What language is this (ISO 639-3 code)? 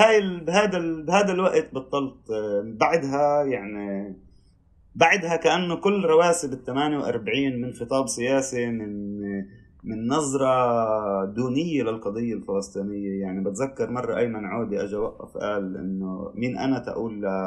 apc